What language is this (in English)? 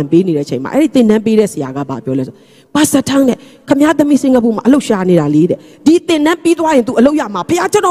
Burmese